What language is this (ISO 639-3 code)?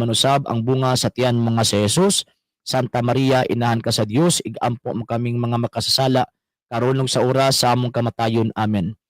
ceb